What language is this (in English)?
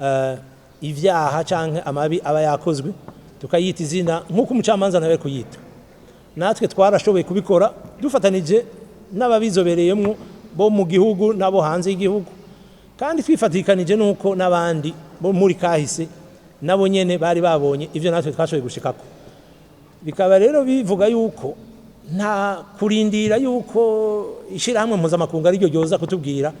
Rundi